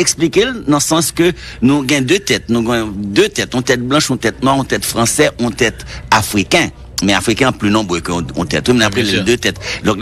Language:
French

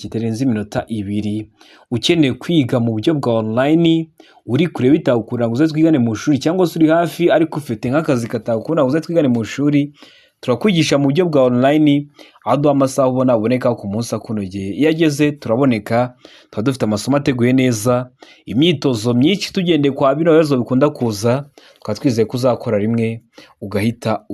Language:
Kinyarwanda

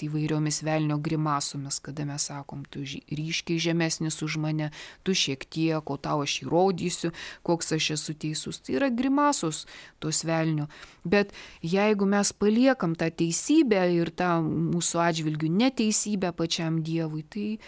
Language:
Lithuanian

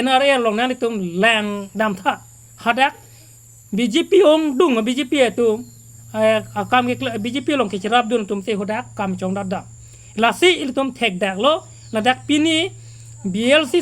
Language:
Karbi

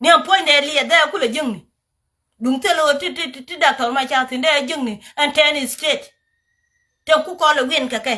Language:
Nuer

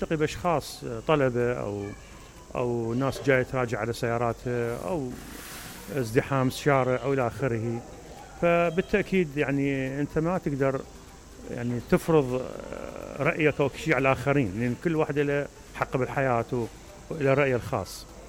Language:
Mesopotamian Arabic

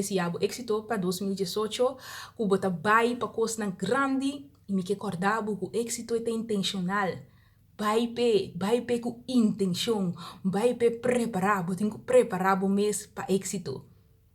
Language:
Papiamento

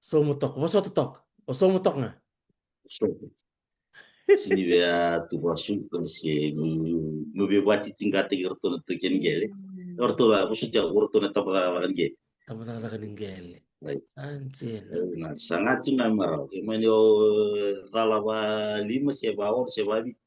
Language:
Fijian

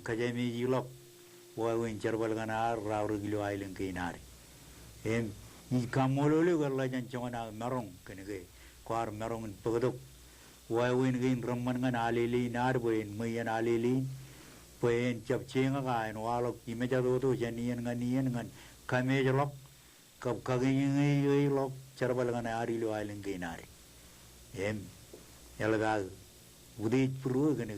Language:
Marshallese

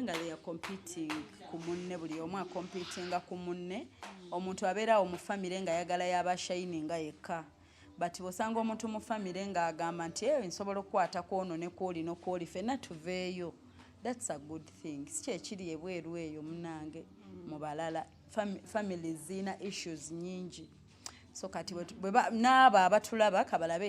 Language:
Ganda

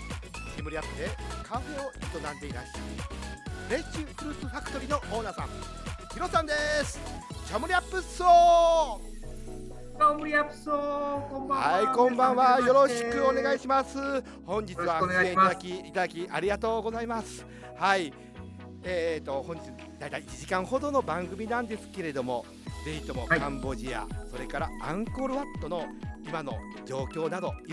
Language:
Japanese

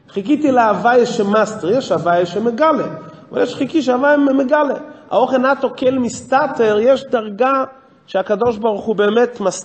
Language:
Hebrew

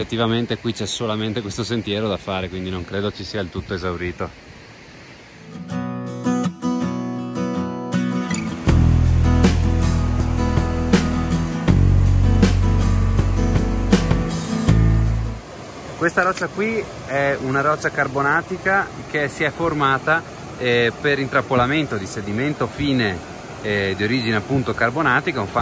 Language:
Italian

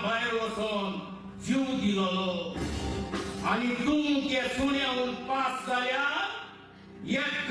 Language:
Konkani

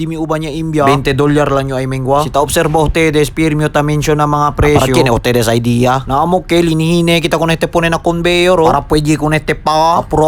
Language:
Chavacano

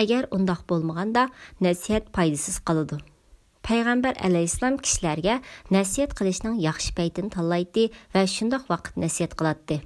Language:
Uyghur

